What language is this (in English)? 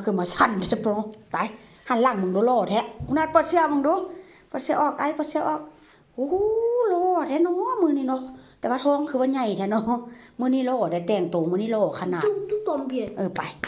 Northeastern Thai